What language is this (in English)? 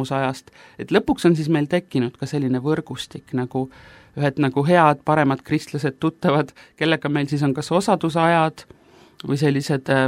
Estonian